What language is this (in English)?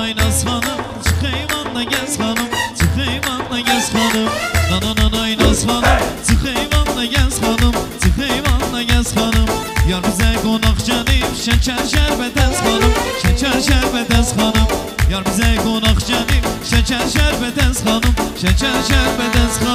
Turkish